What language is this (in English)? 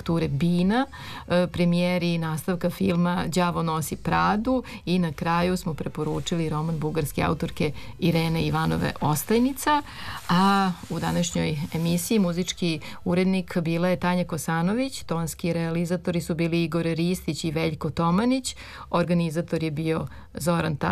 Serbian